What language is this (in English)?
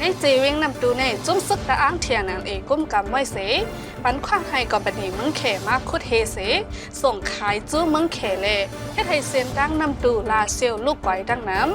Shan